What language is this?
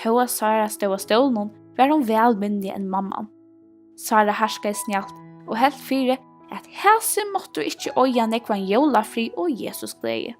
Faroese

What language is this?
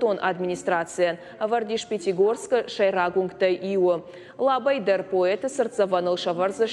Ossetic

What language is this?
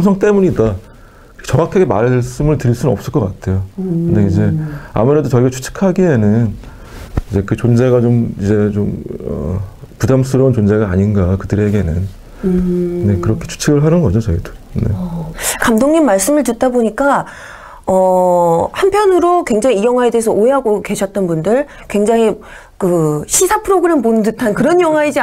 Korean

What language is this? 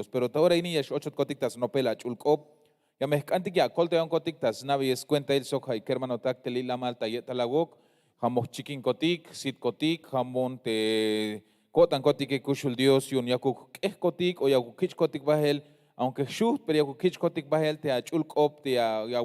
Tzeltal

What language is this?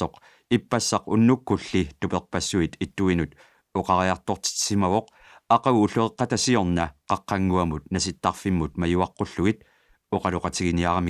Kalaallisut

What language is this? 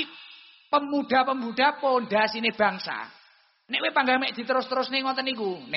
Javanese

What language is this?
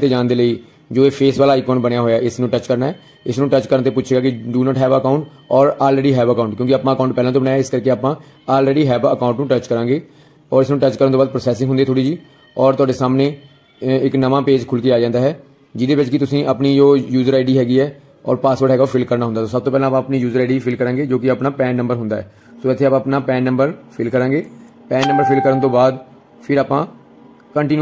Punjabi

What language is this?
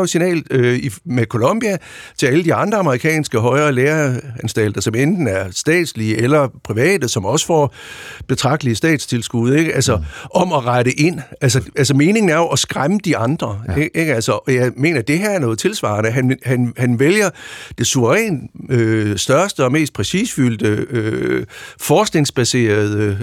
Danish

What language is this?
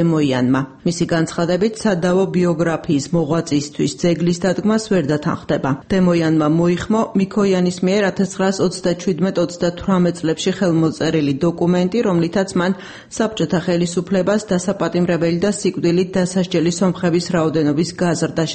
Georgian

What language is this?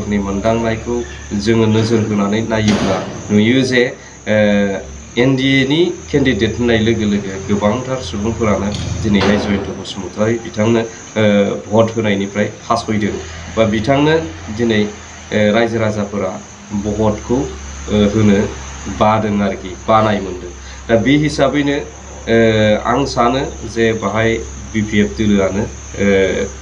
Bodo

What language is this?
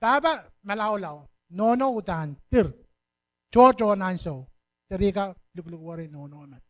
Pohnpeian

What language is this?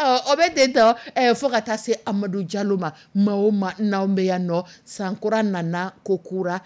Dyula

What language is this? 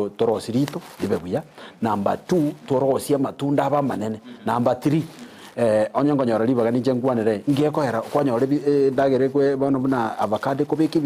Gusii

